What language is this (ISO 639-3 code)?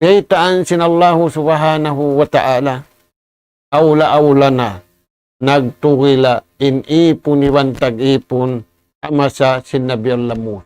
tsg